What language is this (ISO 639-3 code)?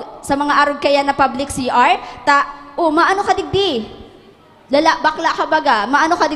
bik